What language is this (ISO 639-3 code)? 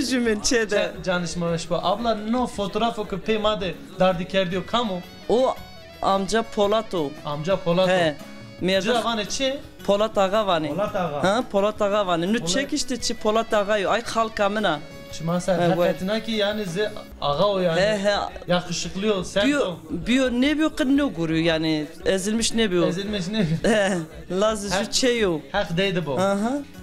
zza